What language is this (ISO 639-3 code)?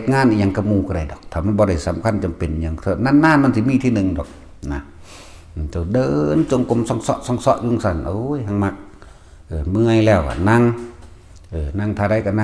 tts